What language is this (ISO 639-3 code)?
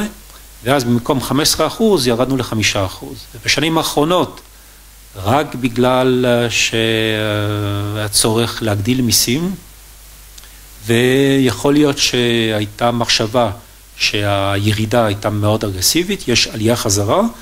heb